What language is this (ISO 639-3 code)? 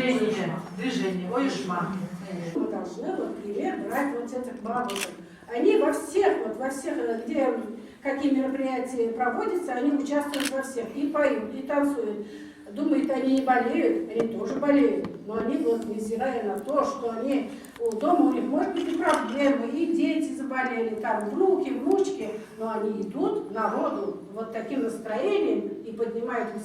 bak